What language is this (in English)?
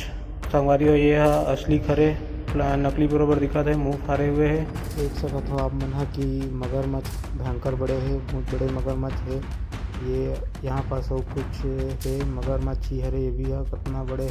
Chhattisgarhi